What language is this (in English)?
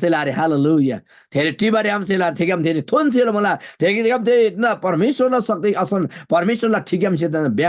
Eastern Tamang